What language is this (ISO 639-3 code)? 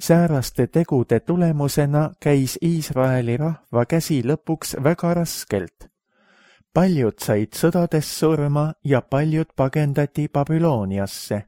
est